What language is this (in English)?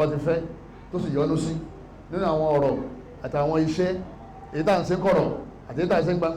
Yoruba